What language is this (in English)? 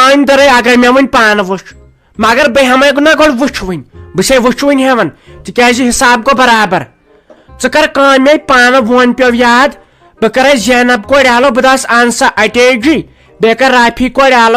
Kashmiri